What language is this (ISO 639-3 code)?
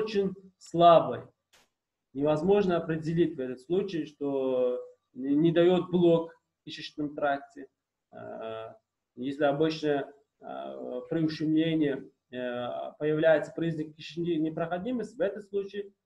rus